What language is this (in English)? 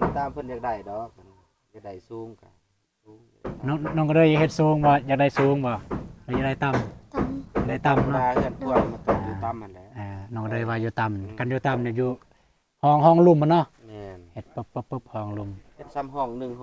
Lao